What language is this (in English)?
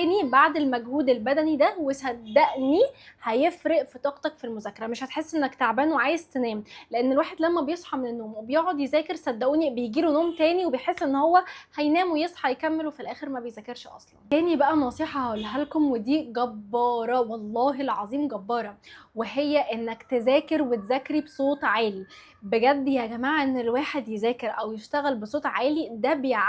Egyptian Arabic